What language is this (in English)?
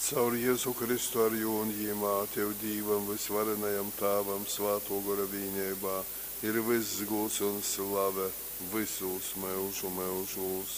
Latgalian